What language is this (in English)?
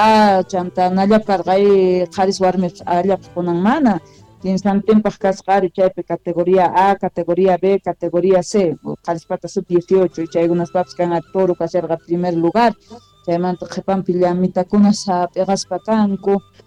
South Bolivian Quechua